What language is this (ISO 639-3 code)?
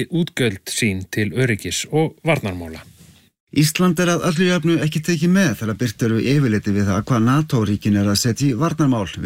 isl